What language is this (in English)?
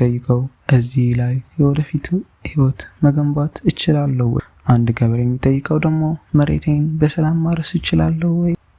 Amharic